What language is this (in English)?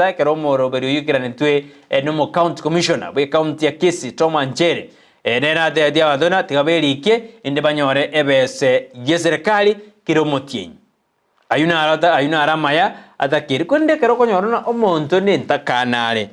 Gusii